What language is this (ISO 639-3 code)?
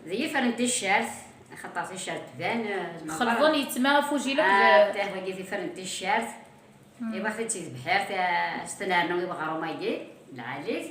kab